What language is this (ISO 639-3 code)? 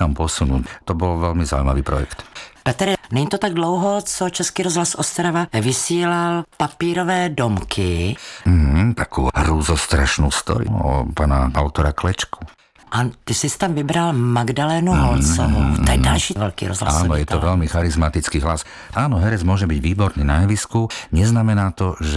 slk